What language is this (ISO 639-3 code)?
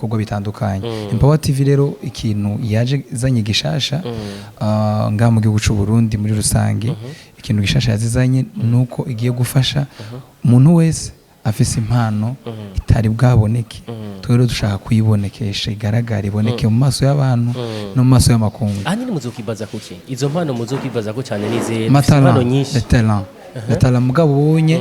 run